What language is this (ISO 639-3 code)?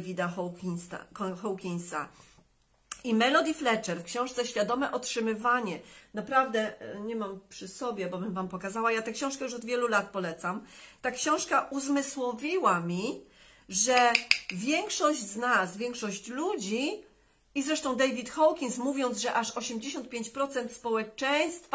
pol